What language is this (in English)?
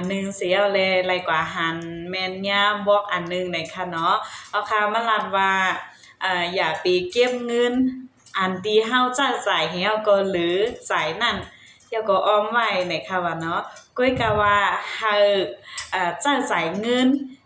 Shan